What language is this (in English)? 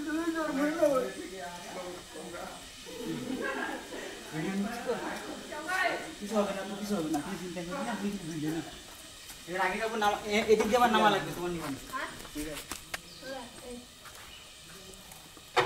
Bangla